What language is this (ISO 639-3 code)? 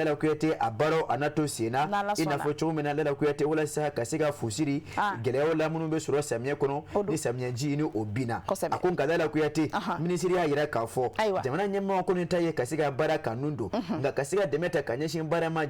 bam